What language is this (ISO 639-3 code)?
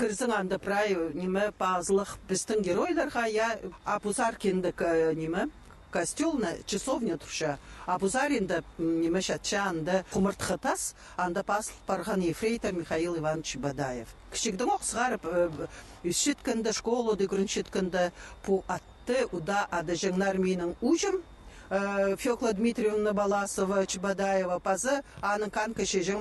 kjh